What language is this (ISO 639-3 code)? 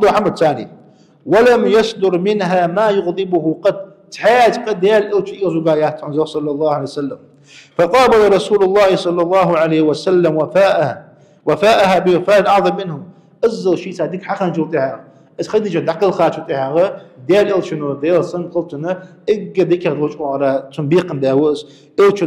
inh